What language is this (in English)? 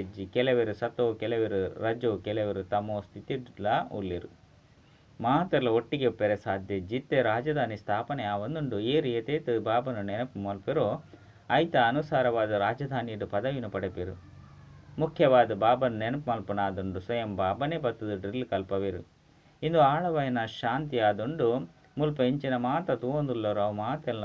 Tulu